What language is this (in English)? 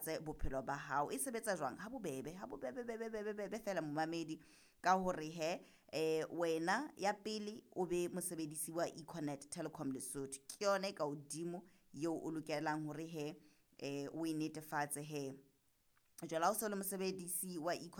Southern Sotho